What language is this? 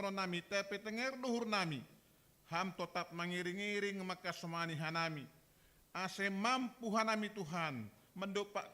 Batak Simalungun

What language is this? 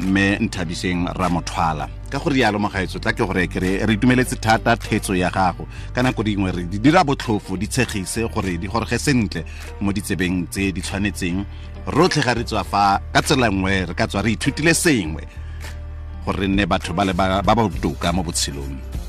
Tswana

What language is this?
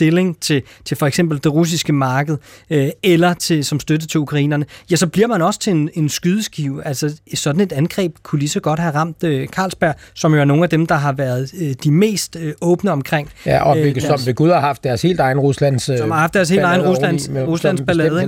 Danish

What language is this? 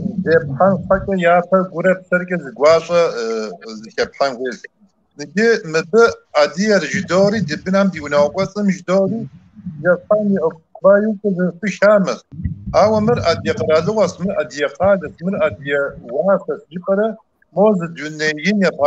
Kabardian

